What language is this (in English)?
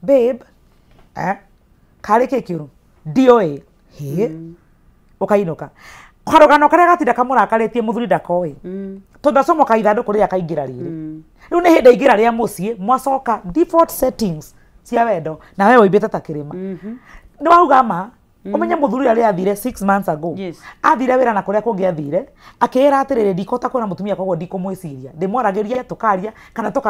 Kikuyu